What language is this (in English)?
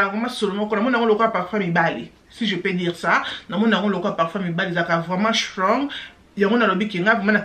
Lingala